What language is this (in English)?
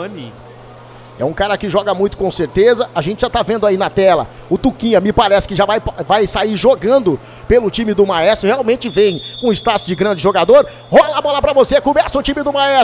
Portuguese